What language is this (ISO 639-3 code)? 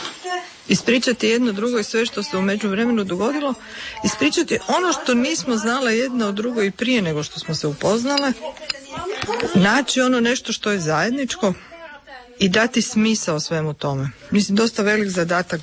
hrv